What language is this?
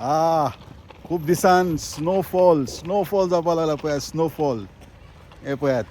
Konkani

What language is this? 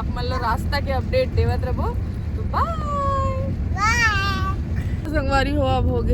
Chhattisgarhi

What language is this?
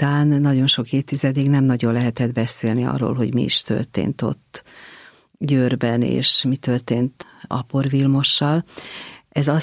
Hungarian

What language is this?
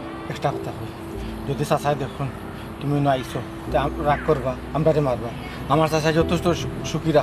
Sylheti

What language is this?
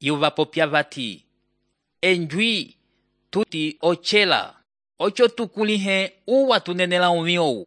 Umbundu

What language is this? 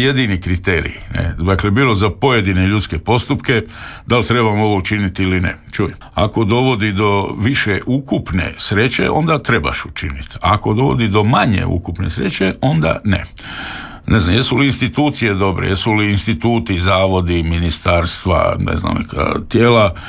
Croatian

